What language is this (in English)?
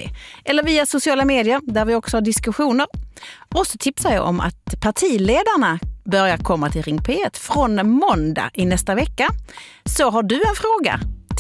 Swedish